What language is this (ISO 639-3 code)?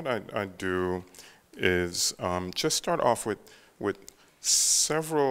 eng